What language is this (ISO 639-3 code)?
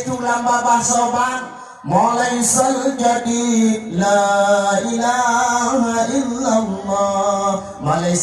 ace